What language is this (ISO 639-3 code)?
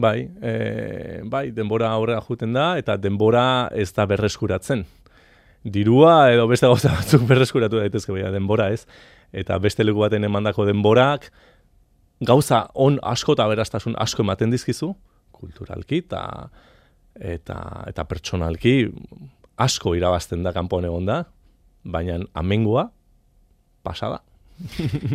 eus